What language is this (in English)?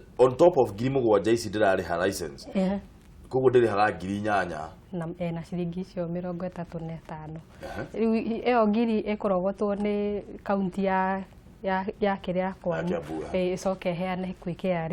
Kikuyu